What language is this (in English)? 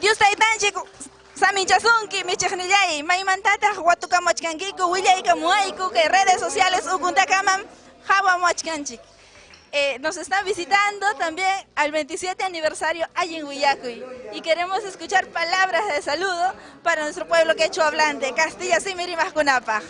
Ayacucho Quechua